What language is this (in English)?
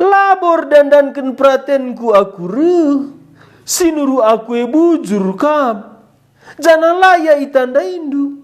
Batak Karo